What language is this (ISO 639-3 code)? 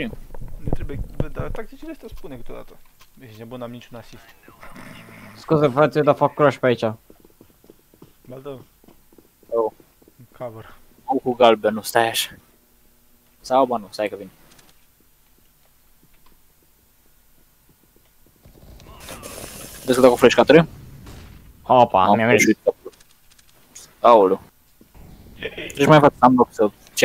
ron